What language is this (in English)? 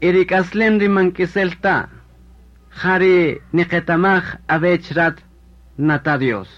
Kaqchikel